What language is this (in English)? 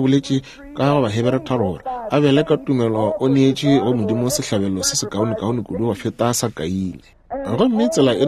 Northern Sotho